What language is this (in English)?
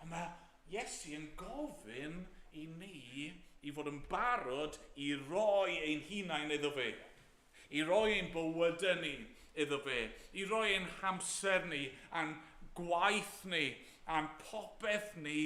Welsh